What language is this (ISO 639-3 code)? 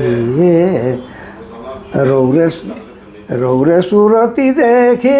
sck